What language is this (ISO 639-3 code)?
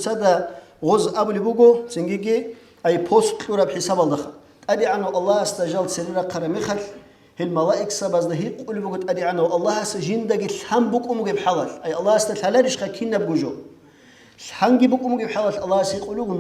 ava